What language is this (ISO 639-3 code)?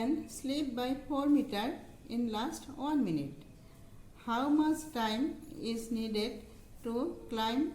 asm